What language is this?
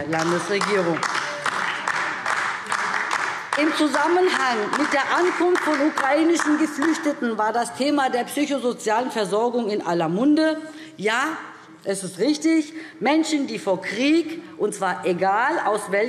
German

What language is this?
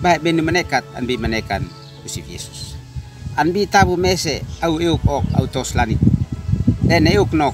Uab Meto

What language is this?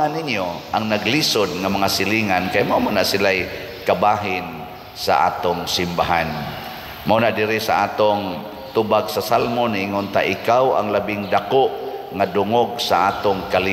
Cebuano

